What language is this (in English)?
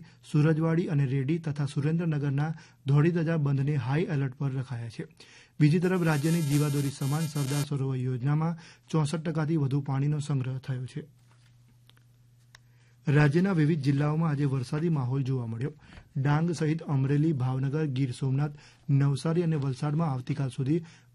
Gujarati